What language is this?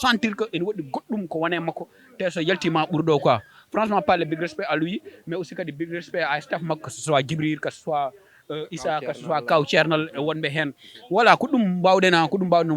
Fula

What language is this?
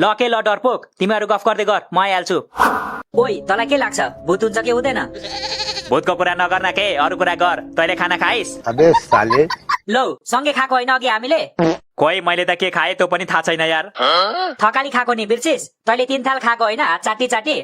Nepali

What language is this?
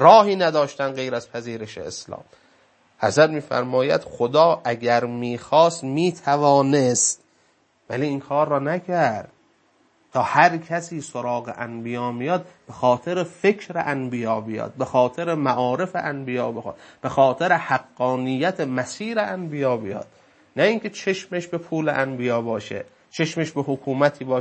Persian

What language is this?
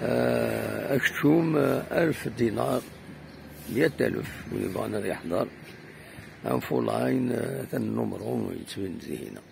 Kabyle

